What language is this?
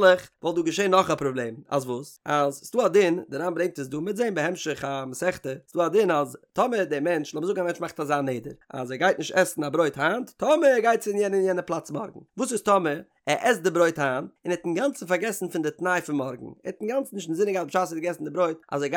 Yiddish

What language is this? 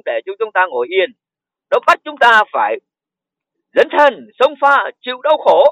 Vietnamese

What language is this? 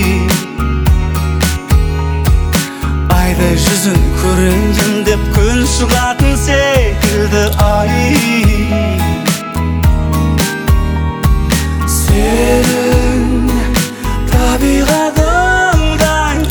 Kazakh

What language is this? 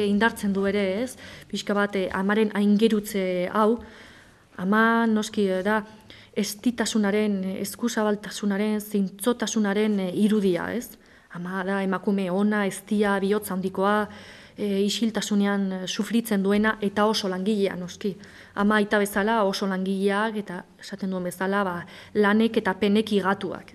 Basque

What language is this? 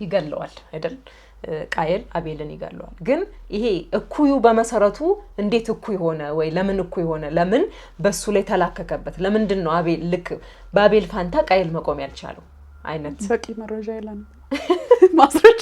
Amharic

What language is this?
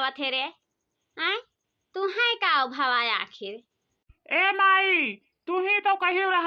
Awadhi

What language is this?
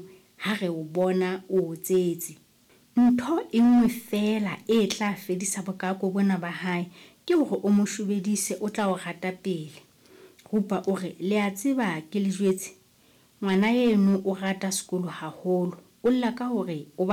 Southern Sotho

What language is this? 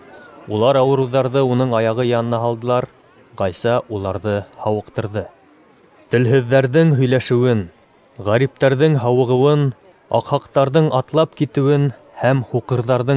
Bashkir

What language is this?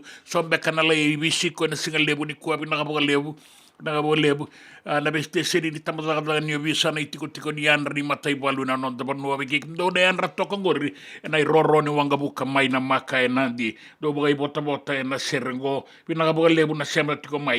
Fijian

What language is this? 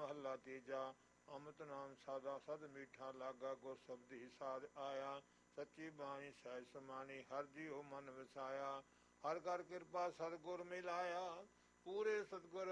Punjabi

